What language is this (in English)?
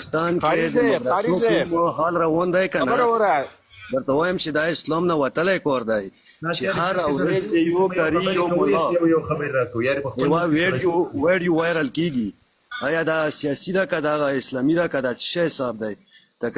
Pashto